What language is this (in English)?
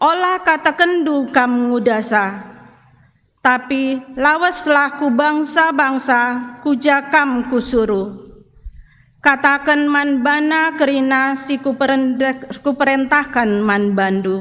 Batak Karo